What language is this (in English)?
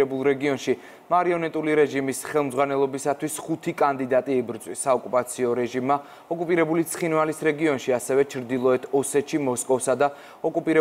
Georgian